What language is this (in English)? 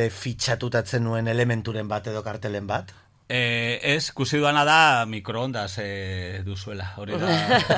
Basque